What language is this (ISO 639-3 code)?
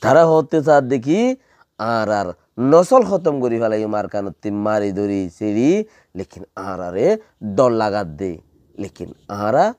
rhg